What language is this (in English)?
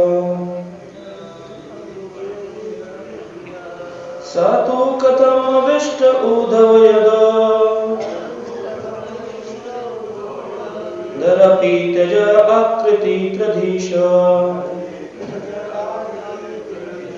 Hindi